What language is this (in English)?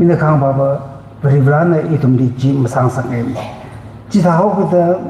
Tangkhul Naga (India)